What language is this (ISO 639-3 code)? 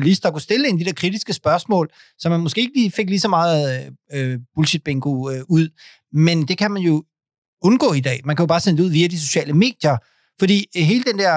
dan